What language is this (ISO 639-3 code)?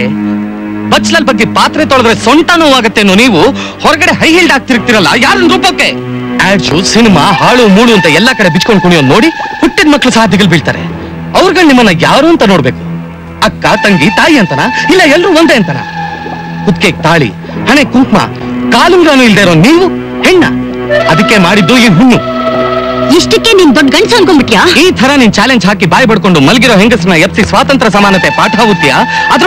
kan